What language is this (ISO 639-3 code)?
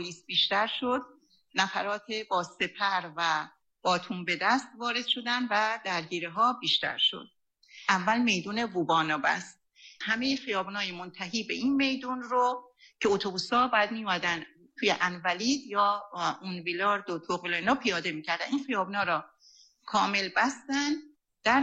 fas